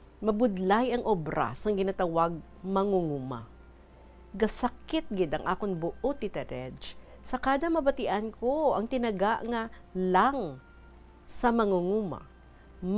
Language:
Hiligaynon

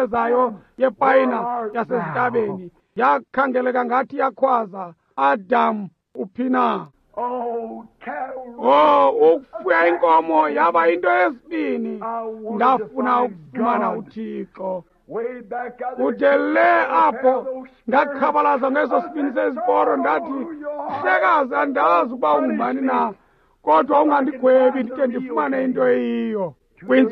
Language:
Xhosa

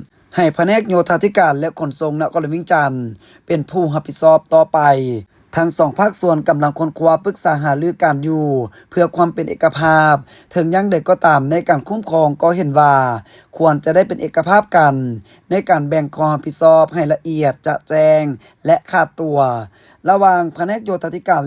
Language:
Lao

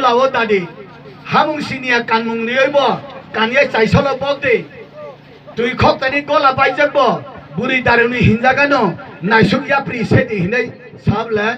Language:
Kok Borok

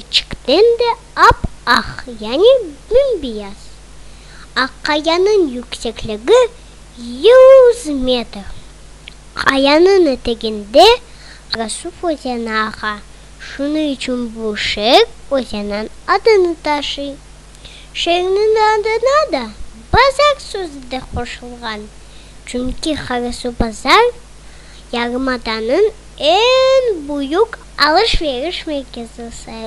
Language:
Crimean Tatar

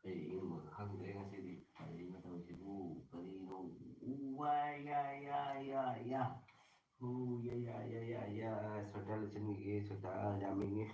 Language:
Manipuri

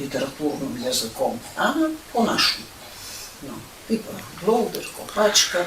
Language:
Rusyn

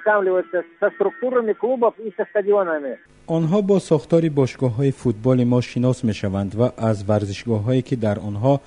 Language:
Tajik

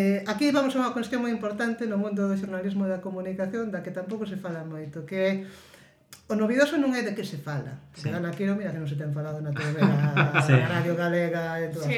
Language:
Galician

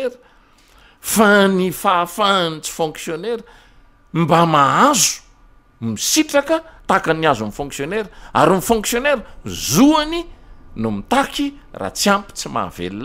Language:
Malagasy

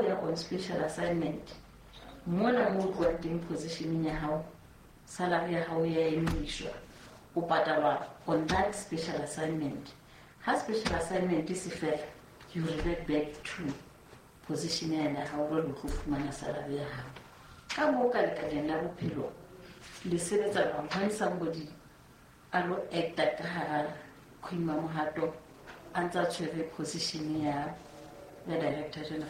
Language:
Southern Sotho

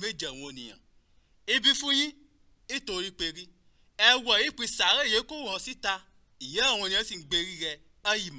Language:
Yoruba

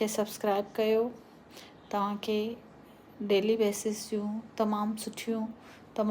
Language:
Sindhi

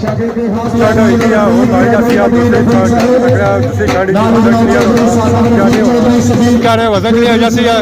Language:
Pahari-Potwari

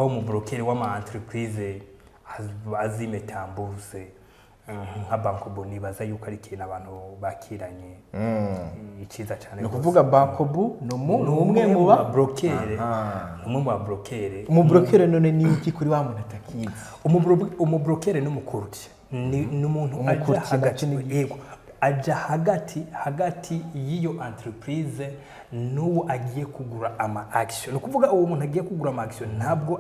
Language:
Rundi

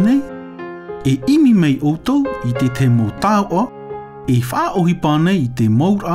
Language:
Tahitian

